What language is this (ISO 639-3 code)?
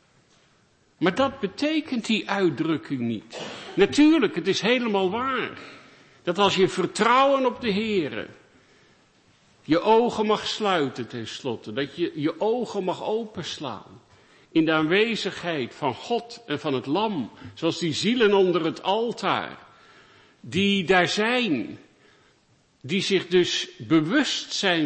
nld